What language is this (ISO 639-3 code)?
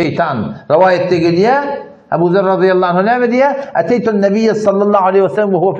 tuk